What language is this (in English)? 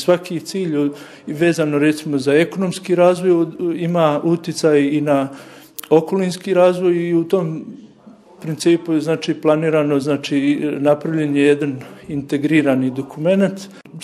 Bosnian